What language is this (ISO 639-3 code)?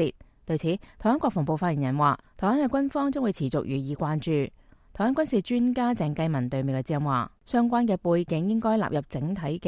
yue